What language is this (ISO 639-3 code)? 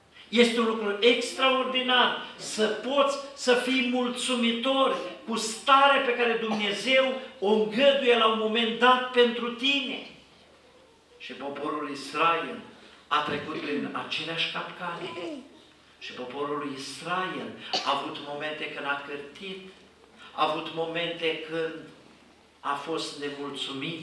ron